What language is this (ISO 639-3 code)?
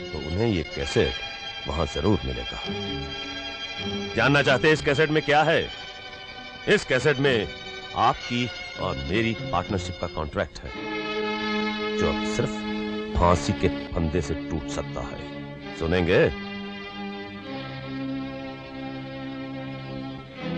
hin